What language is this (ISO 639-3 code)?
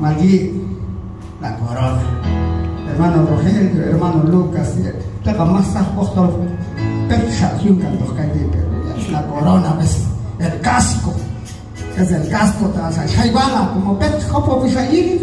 kjb